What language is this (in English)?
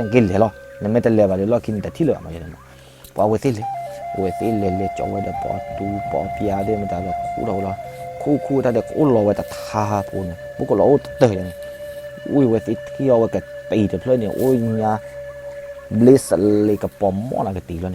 S'gaw Karen